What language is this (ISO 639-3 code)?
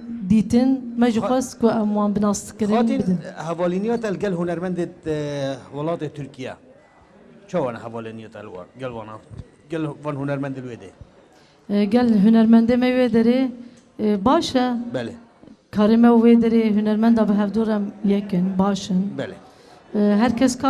kur